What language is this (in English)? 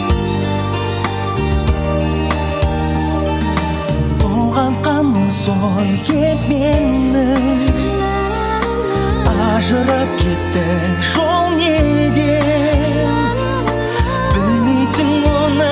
Kazakh